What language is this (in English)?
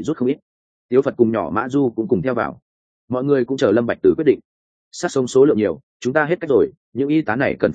Vietnamese